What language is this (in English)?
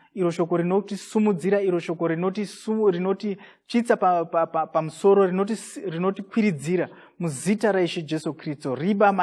Shona